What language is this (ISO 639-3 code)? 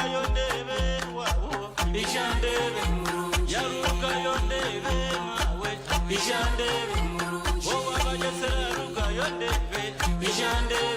nyn